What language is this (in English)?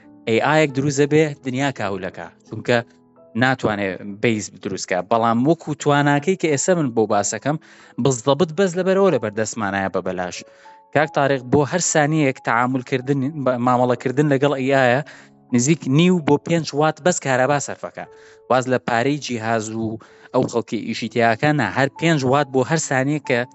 Central Kurdish